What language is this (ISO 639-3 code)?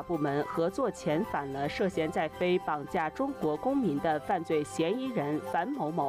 zho